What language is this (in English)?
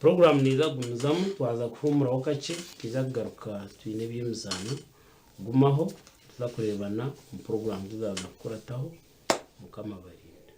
Nyankole